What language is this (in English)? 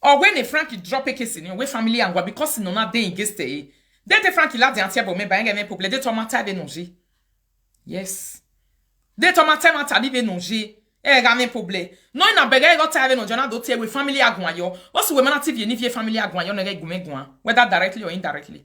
Nigerian Pidgin